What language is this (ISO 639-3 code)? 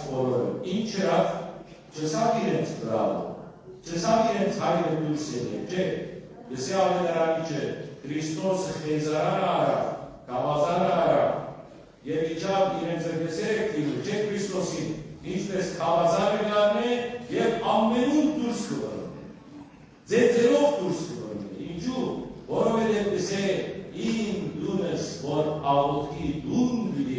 hyw